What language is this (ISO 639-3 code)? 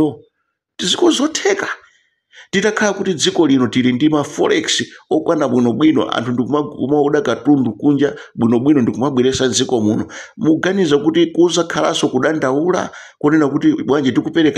nya